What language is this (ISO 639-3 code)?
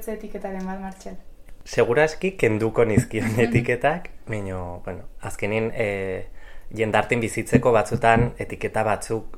eus